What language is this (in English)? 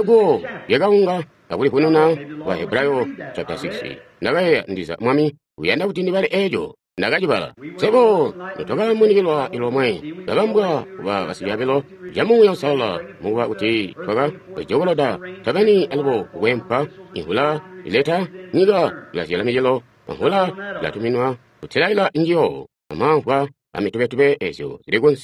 Tonga (Zambia)